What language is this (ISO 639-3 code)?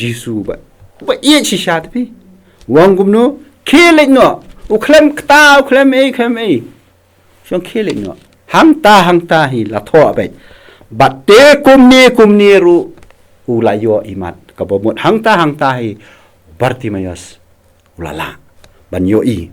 kha